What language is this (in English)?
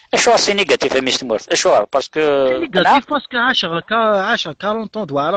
Kabyle